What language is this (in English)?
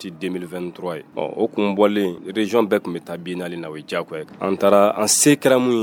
Bambara